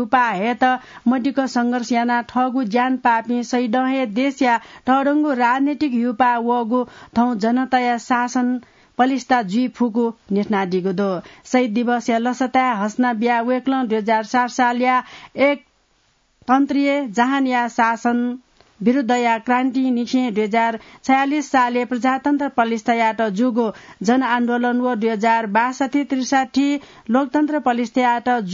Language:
Newari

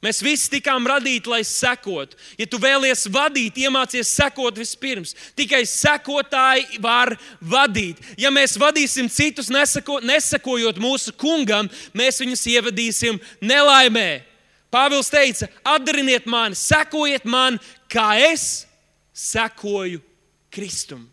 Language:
Latvian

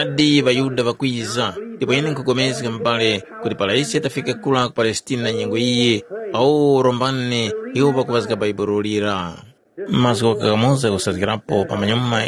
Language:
Tumbuka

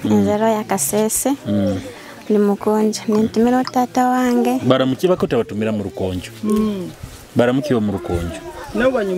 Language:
Nyoro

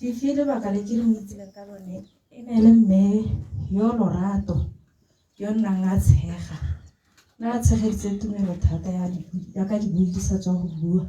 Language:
Tswana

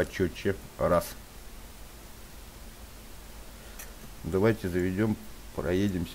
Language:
Russian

